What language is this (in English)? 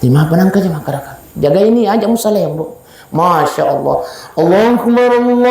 Buginese